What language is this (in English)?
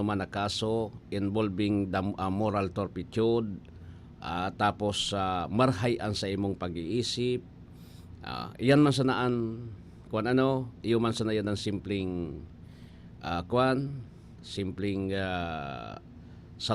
Bikol